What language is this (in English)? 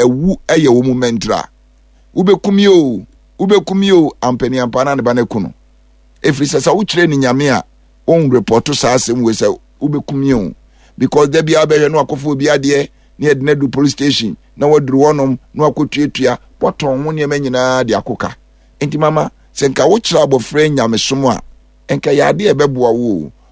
Akan